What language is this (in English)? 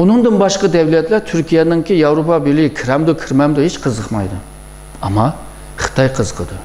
Uyghur